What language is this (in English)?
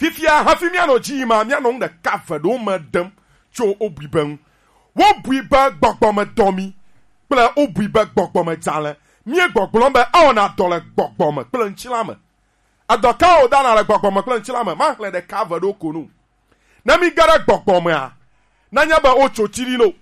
Gen